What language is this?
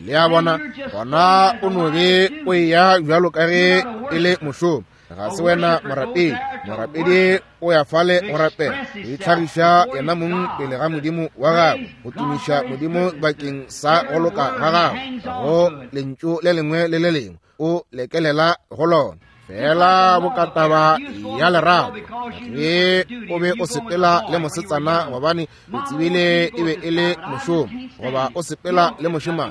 Northern Sotho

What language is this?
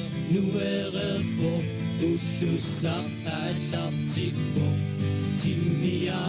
Kalaallisut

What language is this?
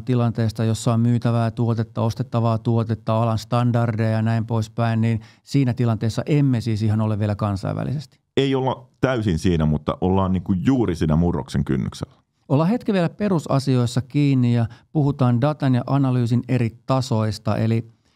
Finnish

